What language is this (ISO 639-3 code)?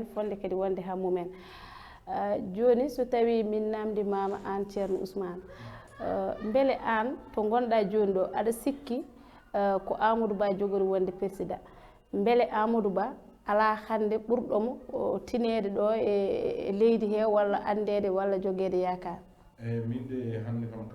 ful